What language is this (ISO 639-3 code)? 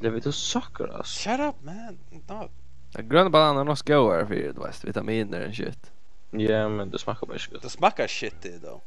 fao